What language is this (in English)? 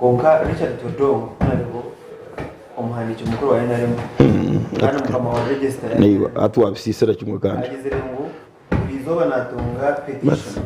Nyankole